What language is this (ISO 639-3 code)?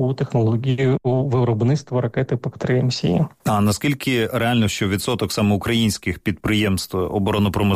ukr